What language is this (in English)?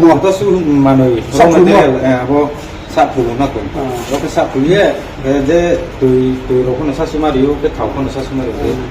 Riang (India)